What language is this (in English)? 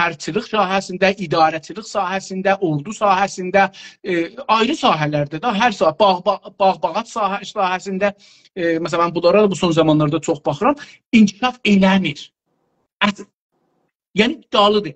South Azerbaijani